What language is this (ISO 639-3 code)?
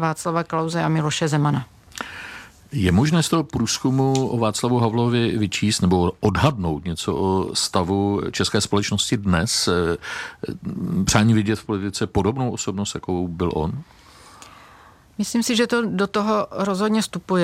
ces